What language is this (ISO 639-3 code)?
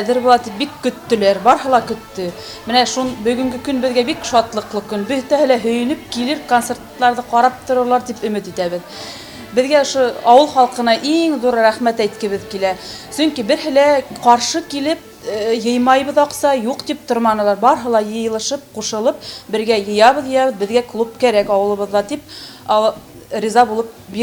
bak